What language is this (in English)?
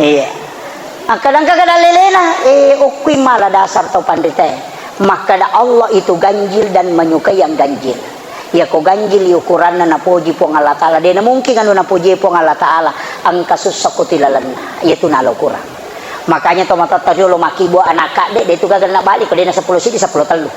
Buginese